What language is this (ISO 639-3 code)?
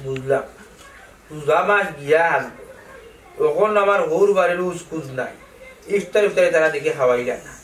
syl